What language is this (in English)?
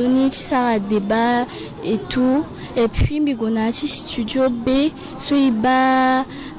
Sango